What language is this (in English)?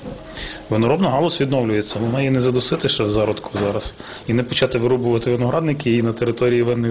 Ukrainian